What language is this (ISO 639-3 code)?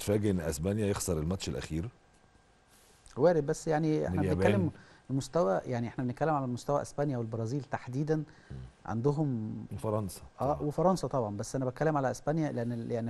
arz